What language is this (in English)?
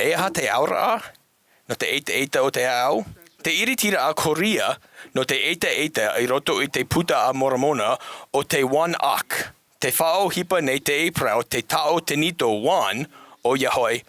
Tahitian